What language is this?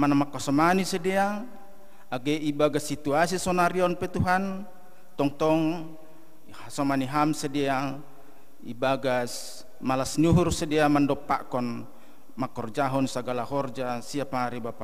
Batak Simalungun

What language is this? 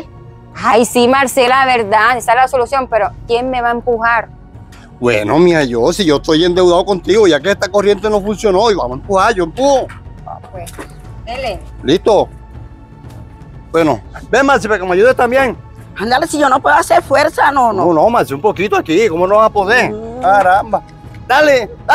Spanish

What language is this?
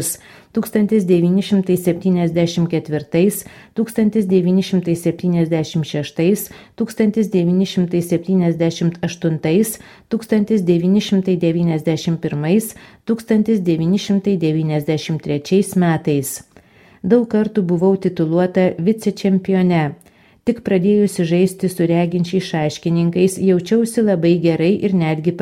Lithuanian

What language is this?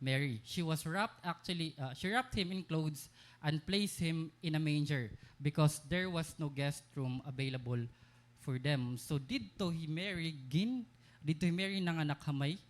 Waray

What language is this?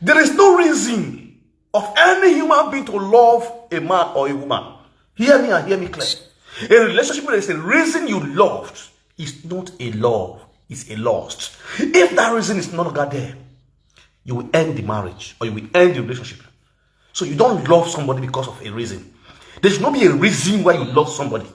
Nigerian Pidgin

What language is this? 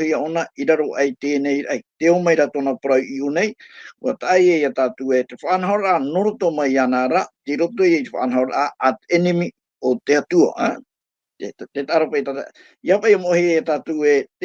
Tahitian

